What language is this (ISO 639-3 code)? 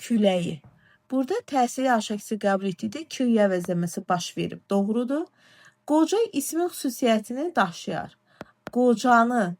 aze